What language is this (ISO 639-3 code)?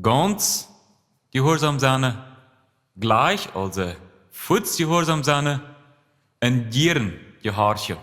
pdt